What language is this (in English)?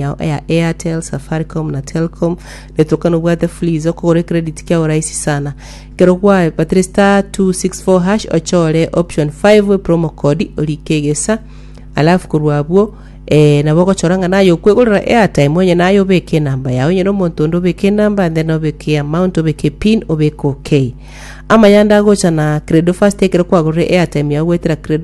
Gusii